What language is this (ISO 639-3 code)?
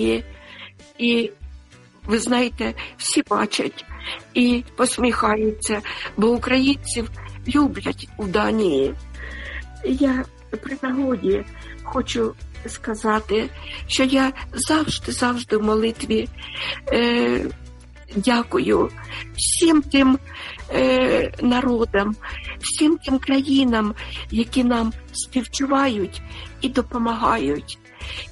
ukr